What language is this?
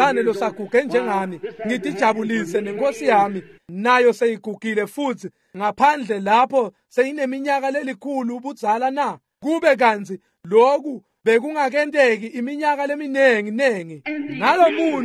Swati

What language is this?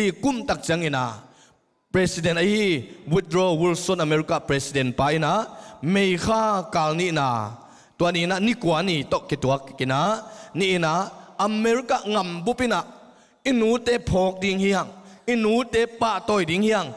Tedim Chin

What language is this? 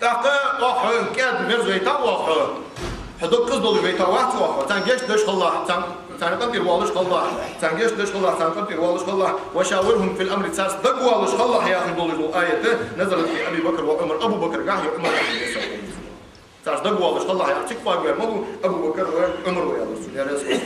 Ingush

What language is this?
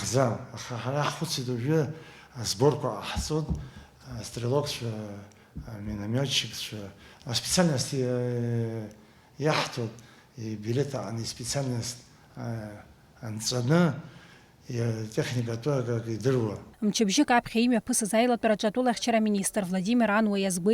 Abkhazian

